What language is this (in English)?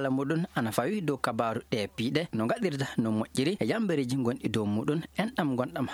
Fula